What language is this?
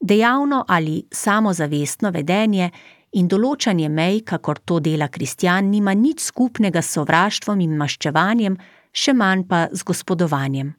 Slovenian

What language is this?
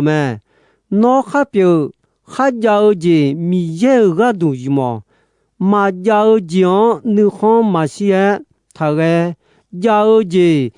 Akha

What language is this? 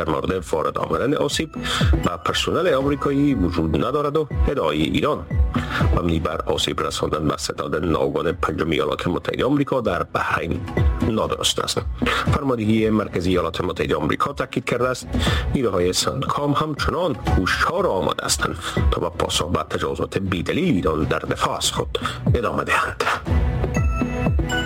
Persian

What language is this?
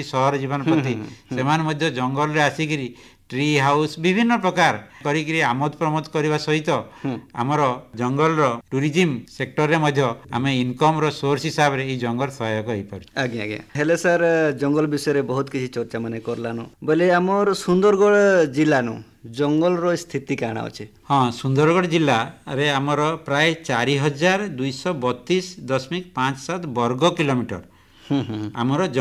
Odia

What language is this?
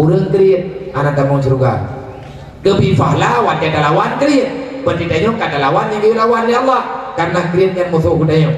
Achinese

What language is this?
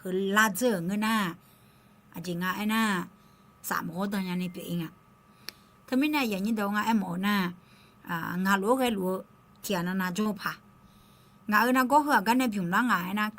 Akha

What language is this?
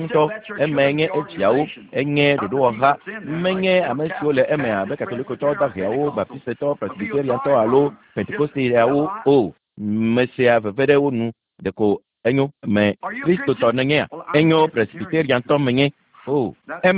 Ewe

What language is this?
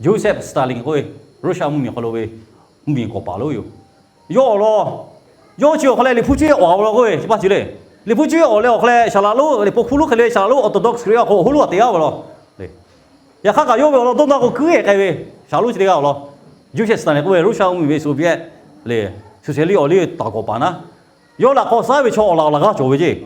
Lahu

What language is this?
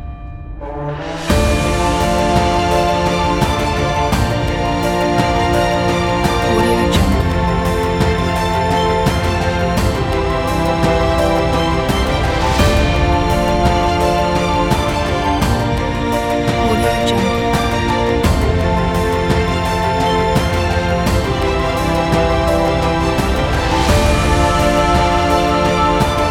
Malay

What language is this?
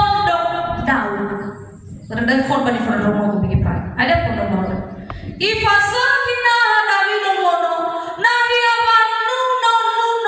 Nias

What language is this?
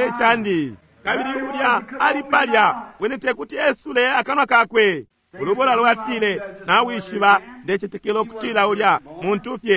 Bemba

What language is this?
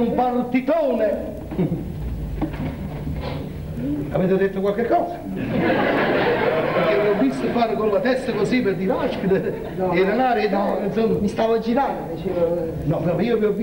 Italian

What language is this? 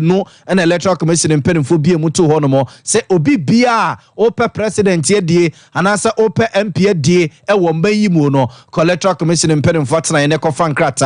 Akan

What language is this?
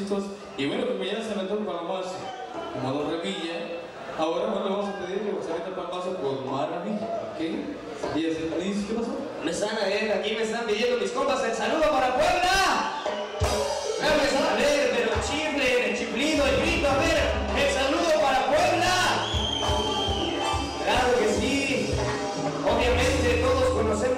Spanish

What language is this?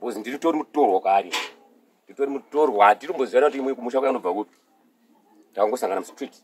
Shona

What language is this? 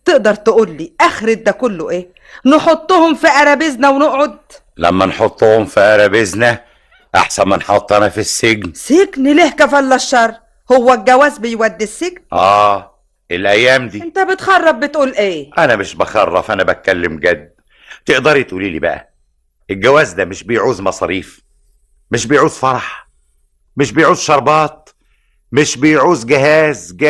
Egyptian Arabic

